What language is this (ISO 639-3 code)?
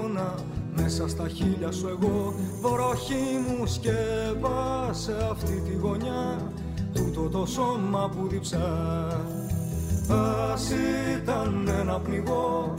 ell